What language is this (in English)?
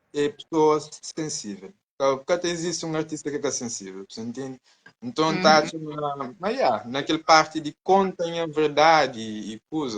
Kabuverdianu